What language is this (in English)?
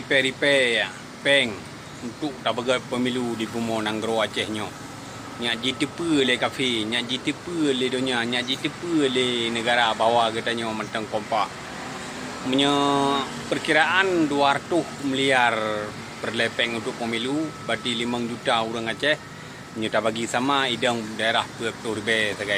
Achinese